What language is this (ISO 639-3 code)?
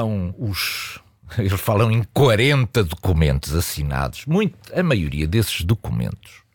por